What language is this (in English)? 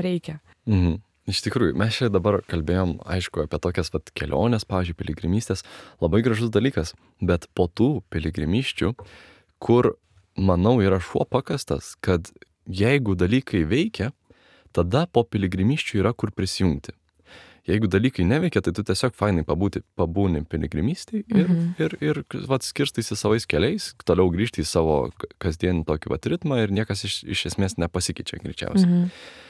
Lithuanian